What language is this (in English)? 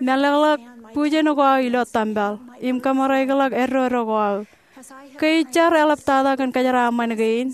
Marshallese